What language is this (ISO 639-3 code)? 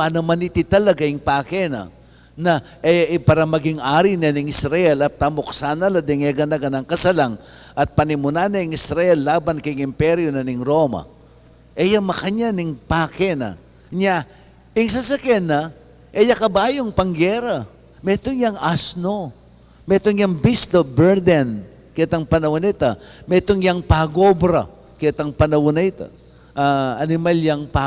pam